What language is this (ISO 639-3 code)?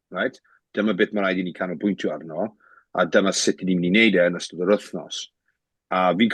cym